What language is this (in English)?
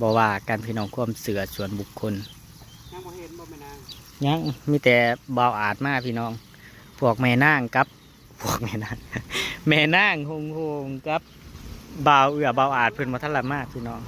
Northeastern Thai